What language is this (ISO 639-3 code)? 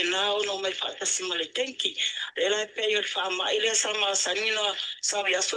smo